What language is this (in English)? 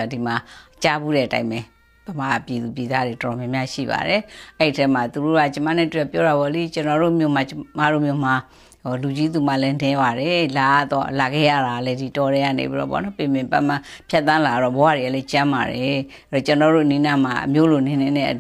Burmese